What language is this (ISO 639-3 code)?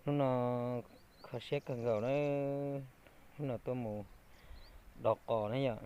hmn